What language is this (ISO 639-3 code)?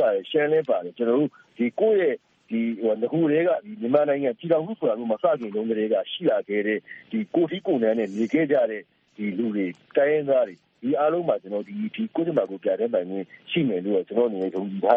mya